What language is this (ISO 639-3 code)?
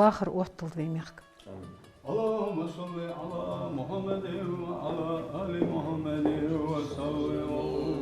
inh